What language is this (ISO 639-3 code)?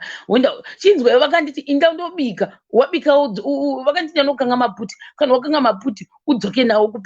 sna